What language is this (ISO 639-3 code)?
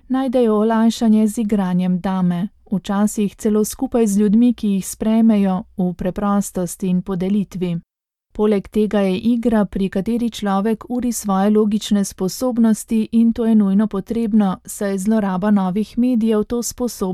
slv